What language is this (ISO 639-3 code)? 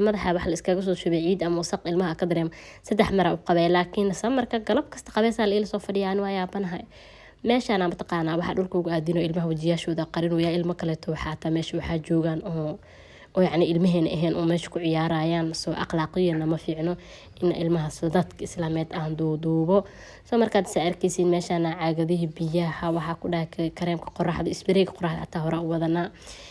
som